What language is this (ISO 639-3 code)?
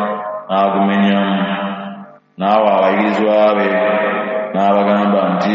lug